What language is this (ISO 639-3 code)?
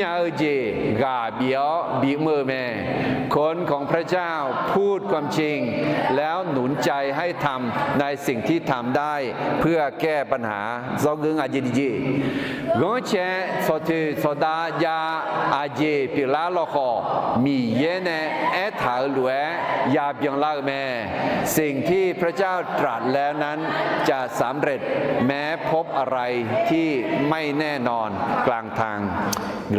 ahk